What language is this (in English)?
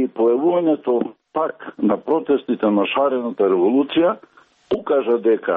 Macedonian